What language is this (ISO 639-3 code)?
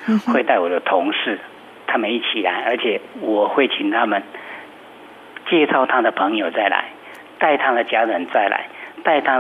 zho